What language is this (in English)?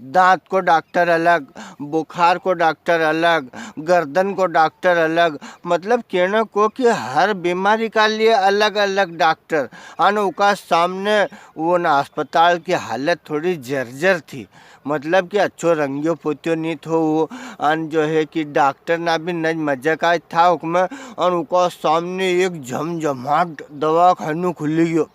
Rajasthani